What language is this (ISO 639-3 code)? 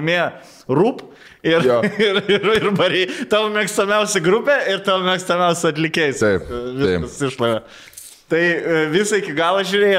lit